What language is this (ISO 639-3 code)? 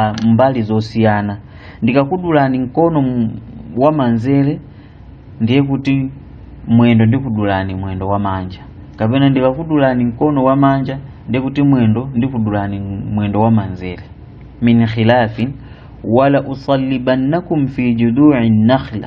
nya